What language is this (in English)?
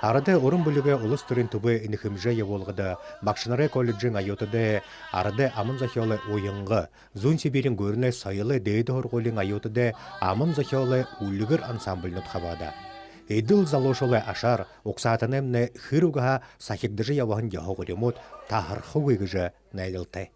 Buriat